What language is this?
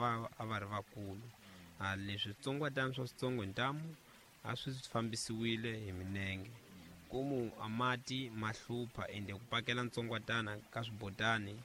Tsonga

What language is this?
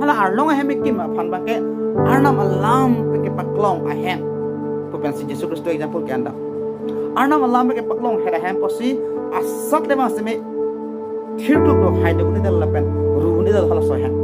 Karbi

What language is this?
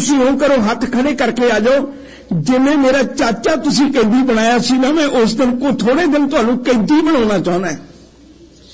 Punjabi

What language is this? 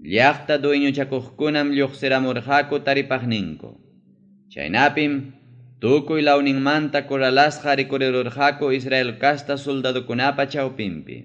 Ayacucho Quechua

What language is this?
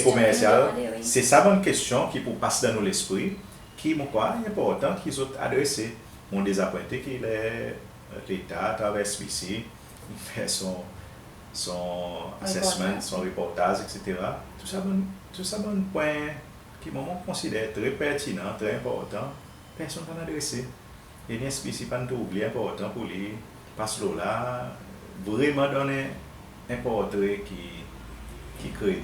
Seselwa Creole French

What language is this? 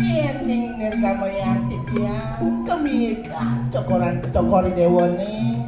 Balinese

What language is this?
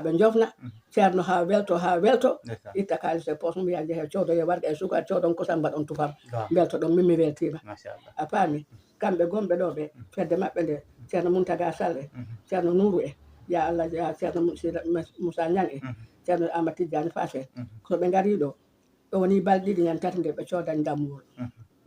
Fula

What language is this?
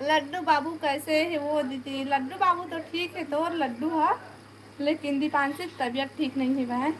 Chhattisgarhi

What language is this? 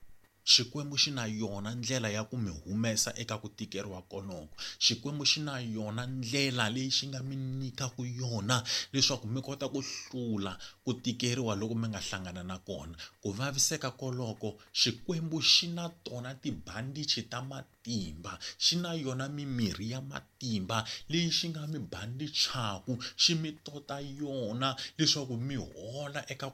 Tsonga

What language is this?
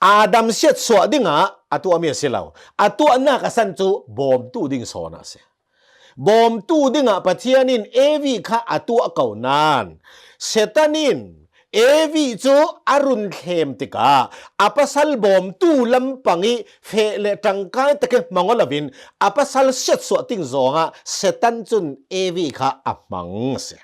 Hakha Chin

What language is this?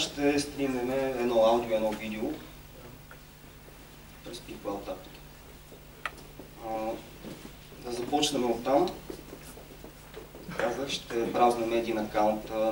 Bulgarian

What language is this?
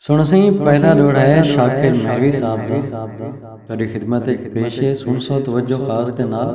Saraiki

